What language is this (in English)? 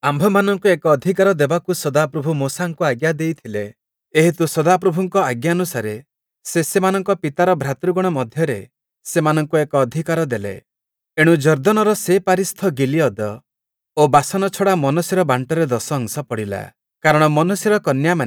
Odia